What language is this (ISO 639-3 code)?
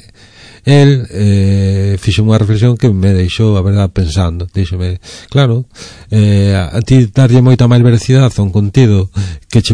glg